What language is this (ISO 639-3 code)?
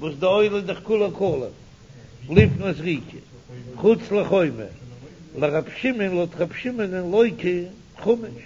yid